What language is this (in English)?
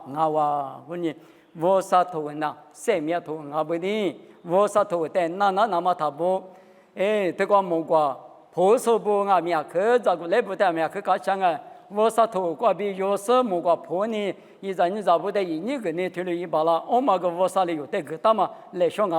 Lisu